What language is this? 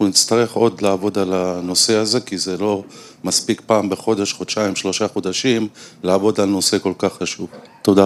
Hebrew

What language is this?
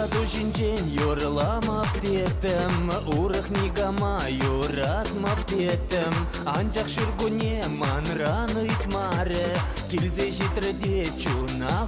Chuvash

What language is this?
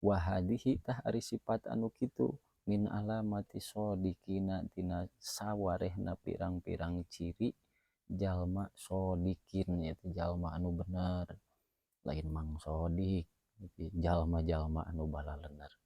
Sundanese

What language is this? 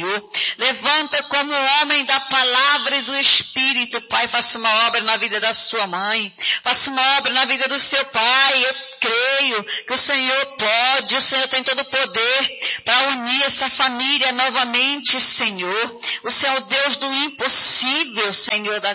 Portuguese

